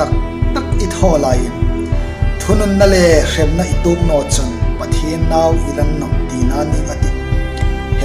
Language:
Hmar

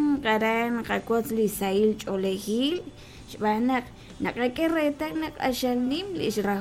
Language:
Kekchí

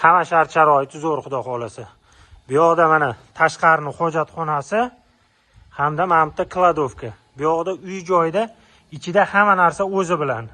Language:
Uzbek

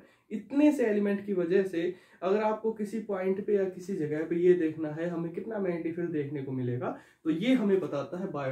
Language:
Hindi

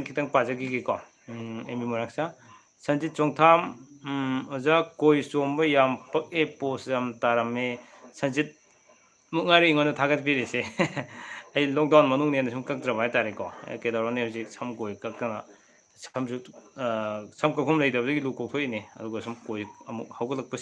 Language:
Manipuri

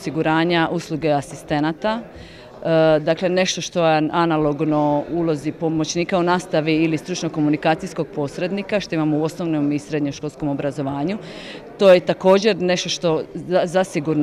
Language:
Croatian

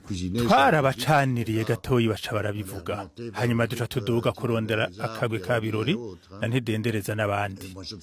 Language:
Rundi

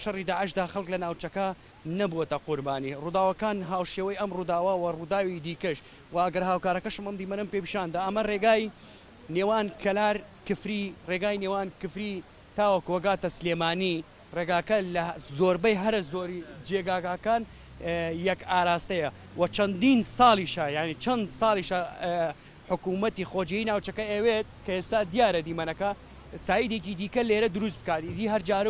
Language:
Central Kurdish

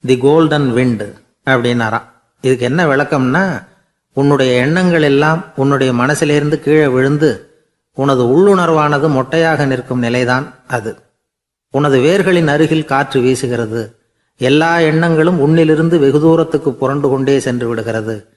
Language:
Tamil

